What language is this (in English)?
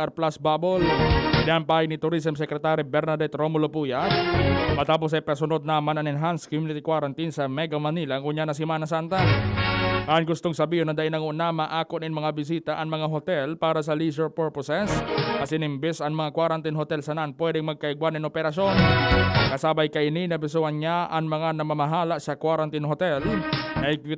Bikol